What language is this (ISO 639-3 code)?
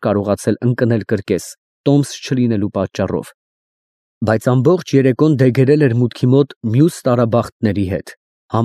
hye